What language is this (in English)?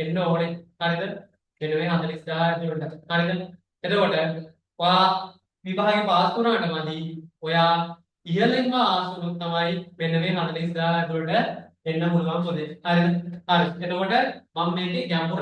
Sinhala